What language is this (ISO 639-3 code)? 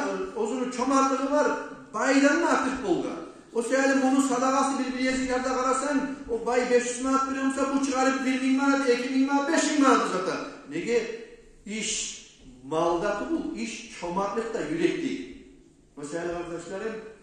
kum